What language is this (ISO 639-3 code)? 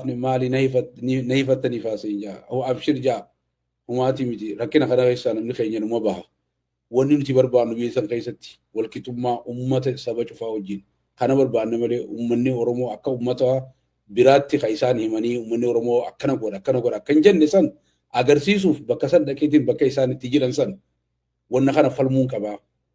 orm